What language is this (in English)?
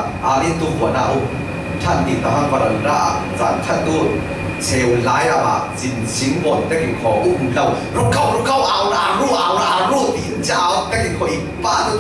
Falam Chin